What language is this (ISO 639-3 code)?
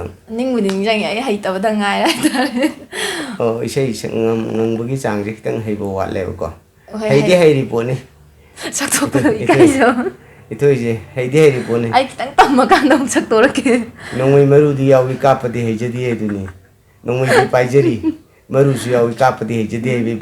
mni